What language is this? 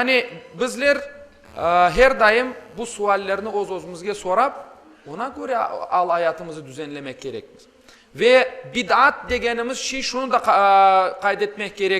Crimean Tatar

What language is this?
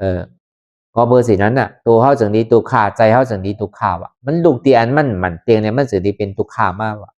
Lü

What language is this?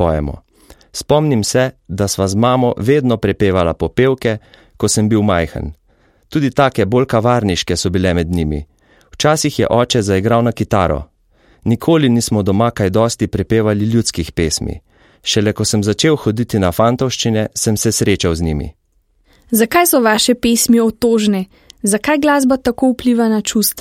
Slovenian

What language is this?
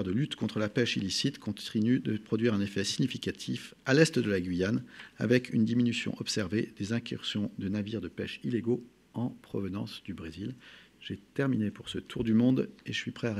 French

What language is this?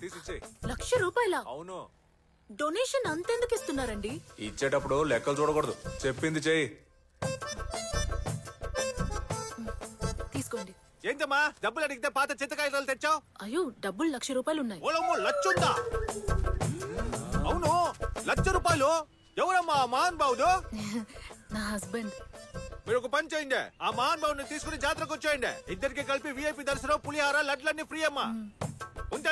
Telugu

